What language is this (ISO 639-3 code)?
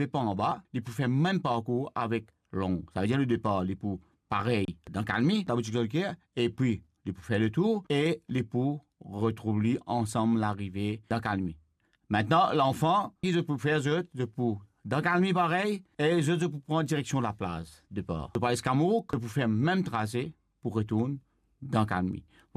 mfe